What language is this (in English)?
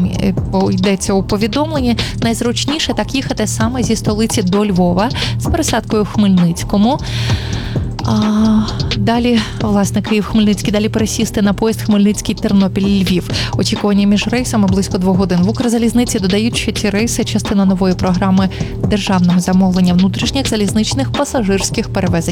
Ukrainian